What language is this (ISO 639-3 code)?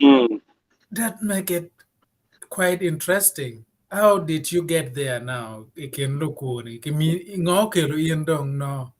ach